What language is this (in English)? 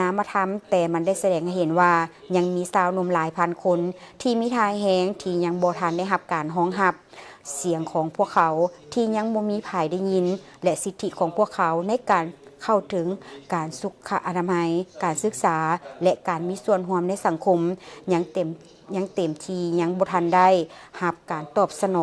Lao